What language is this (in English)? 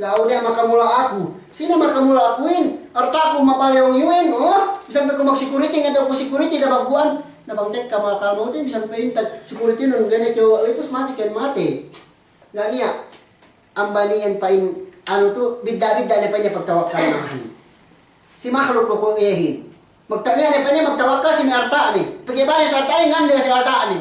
Yakan